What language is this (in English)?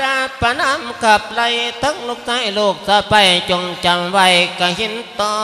Lao